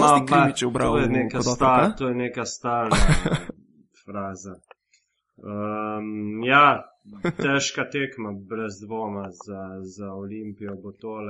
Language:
Slovenian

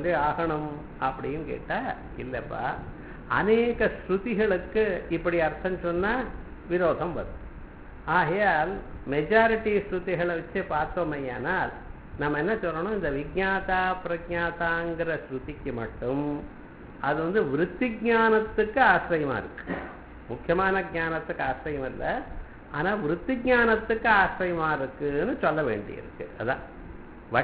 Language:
Tamil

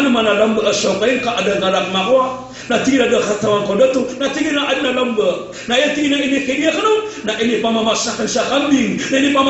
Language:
Maranao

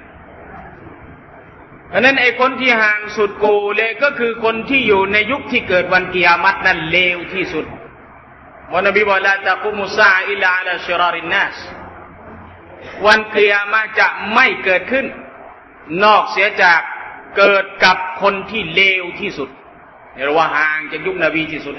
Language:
Thai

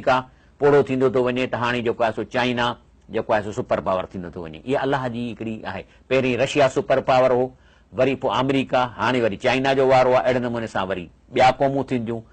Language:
Sindhi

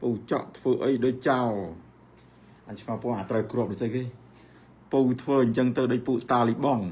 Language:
Khmer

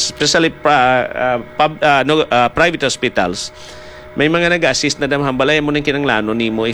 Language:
Hiligaynon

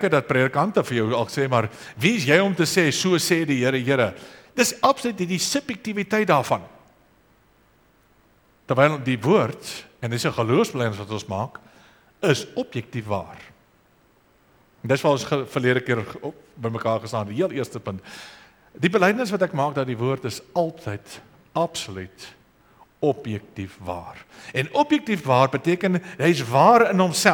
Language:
Afrikaans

